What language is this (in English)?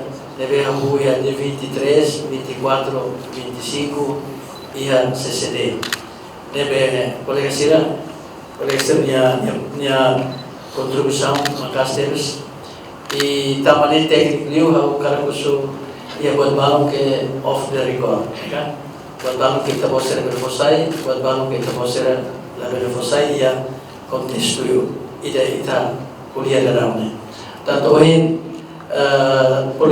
Tetum